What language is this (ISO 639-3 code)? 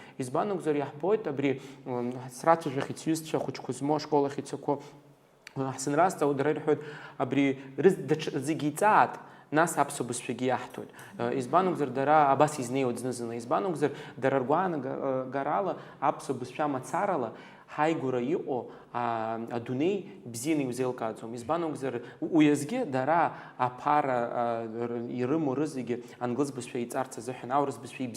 abk